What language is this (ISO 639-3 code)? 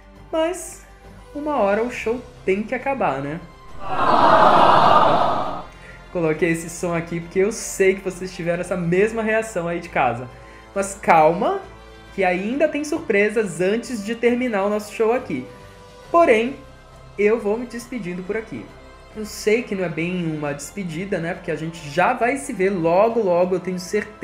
por